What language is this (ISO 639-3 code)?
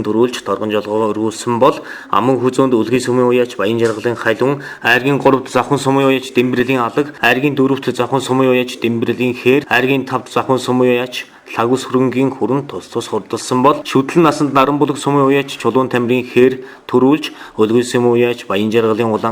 mon